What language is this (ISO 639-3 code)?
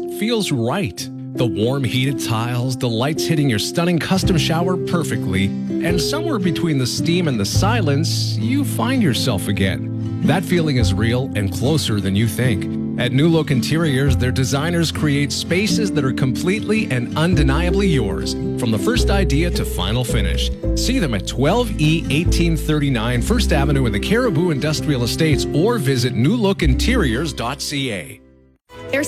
eng